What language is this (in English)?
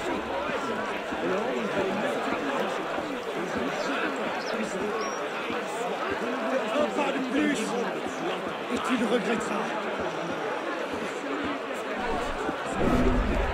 French